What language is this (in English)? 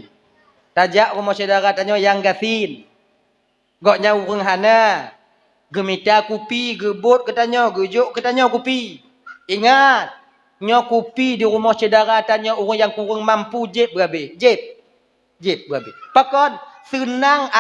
Achinese